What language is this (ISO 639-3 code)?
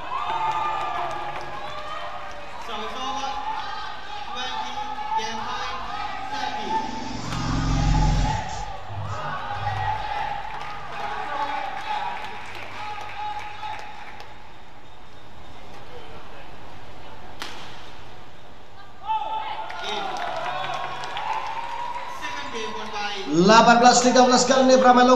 ind